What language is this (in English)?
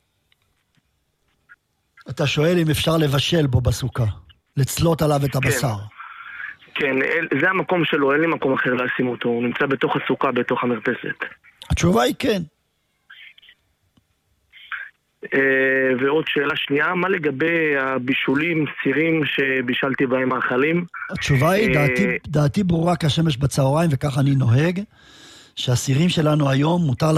Hebrew